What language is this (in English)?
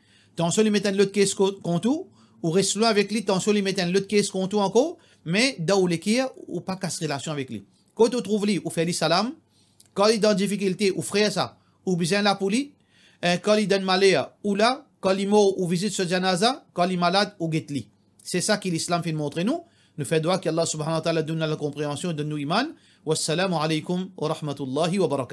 Morisyen